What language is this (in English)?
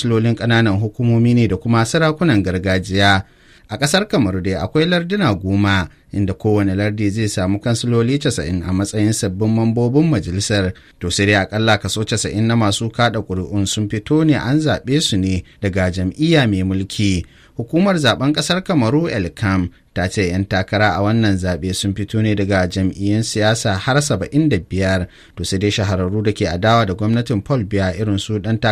Hausa